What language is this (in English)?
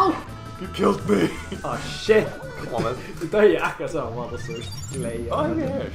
Faroese